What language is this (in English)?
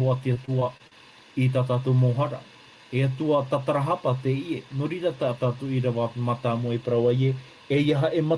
Tahitian